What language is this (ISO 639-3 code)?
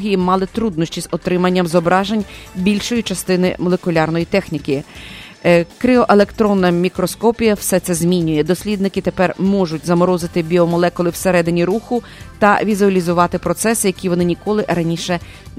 ukr